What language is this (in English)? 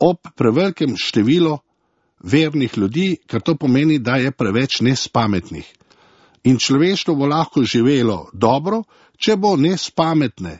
Slovenian